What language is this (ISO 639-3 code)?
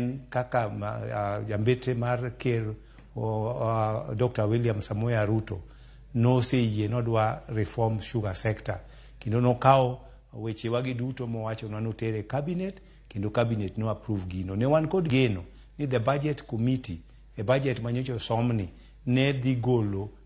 luo